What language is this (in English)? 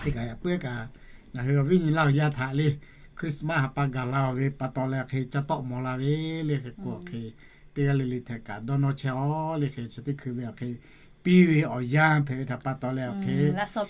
Lahu